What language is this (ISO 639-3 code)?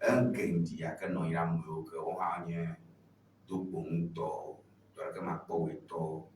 ewe